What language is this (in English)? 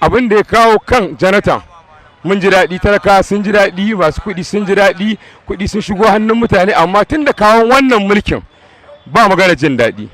Hausa